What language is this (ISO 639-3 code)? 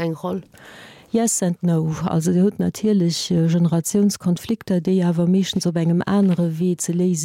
ltz